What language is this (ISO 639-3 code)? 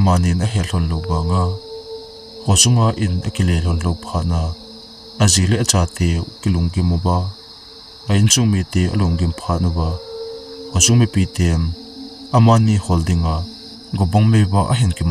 tcz